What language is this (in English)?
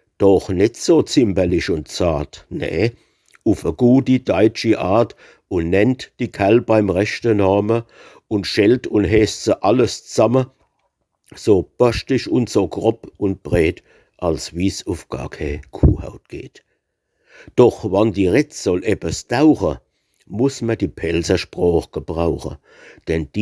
Palatine German